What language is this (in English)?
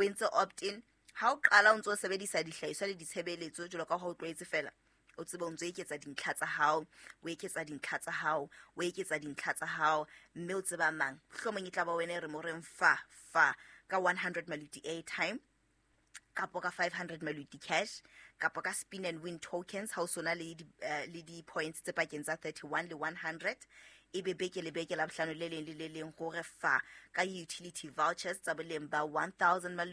Southern Sotho